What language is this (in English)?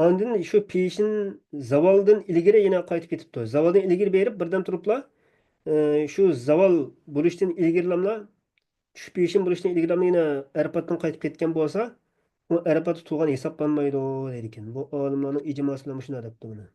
Uyghur